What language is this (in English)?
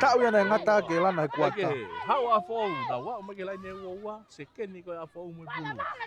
Tongan